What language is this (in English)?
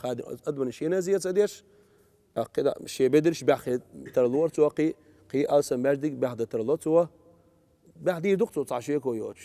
Chechen